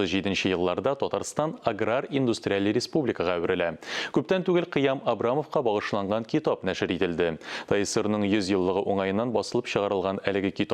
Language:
Tatar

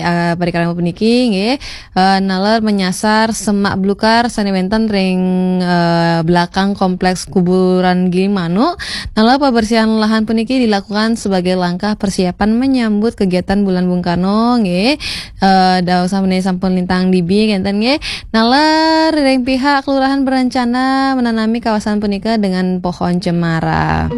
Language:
Balinese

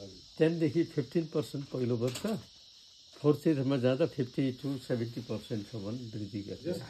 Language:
Nepali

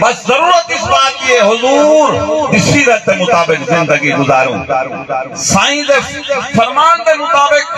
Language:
Saraiki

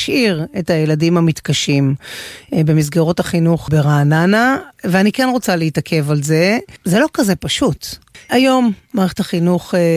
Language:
Hebrew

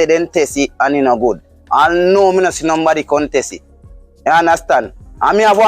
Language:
Jamaican Creole English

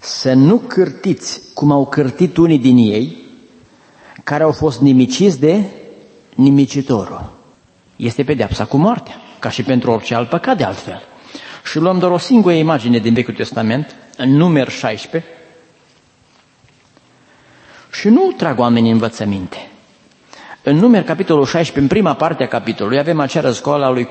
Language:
Romanian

